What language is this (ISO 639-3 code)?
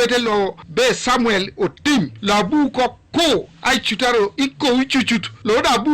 teo